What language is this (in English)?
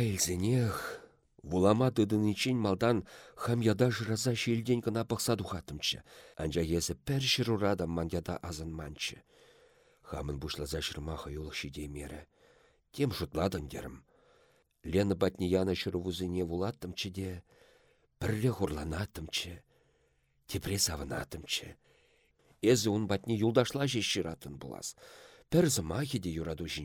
Chuvash